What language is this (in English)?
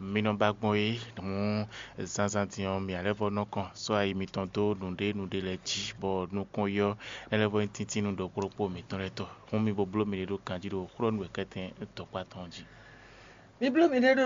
Fon